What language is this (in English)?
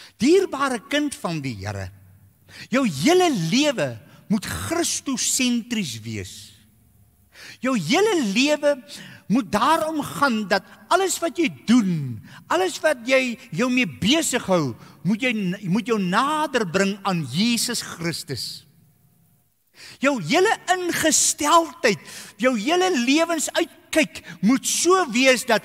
Afrikaans